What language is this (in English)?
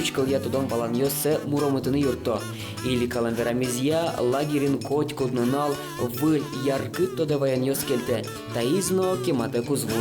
Udmurt